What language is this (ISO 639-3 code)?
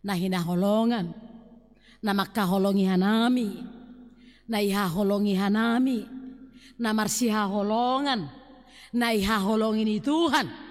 bts